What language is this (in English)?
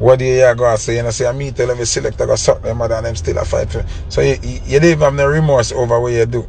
Jamaican Creole English